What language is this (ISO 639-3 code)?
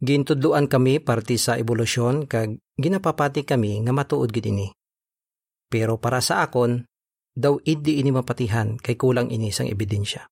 hil